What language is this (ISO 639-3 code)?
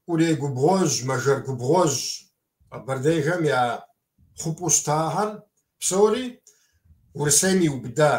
kbd